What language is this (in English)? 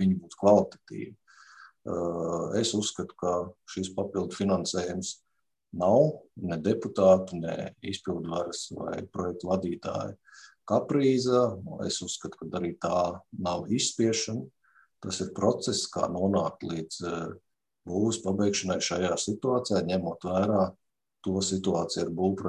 Latvian